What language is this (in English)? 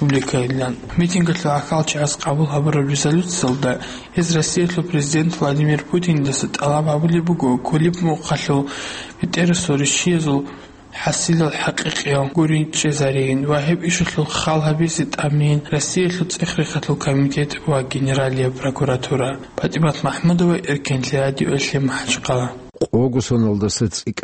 Avaric